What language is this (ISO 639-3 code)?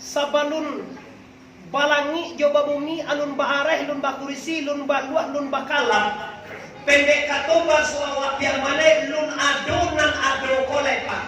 min